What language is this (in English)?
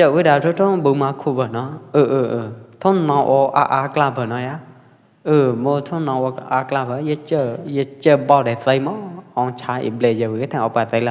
Pwo Eastern Karen